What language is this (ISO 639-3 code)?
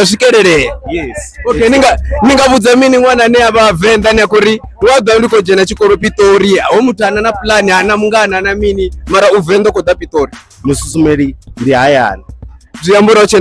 ven